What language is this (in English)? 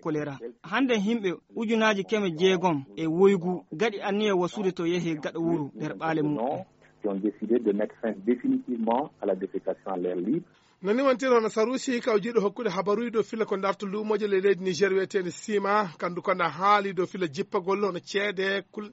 Fula